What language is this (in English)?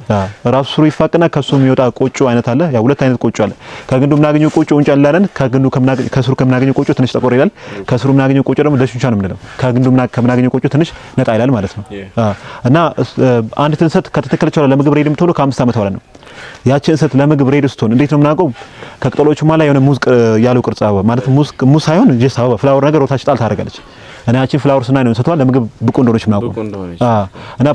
Amharic